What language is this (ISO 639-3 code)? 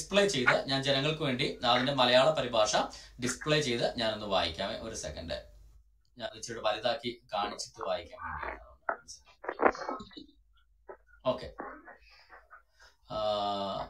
mal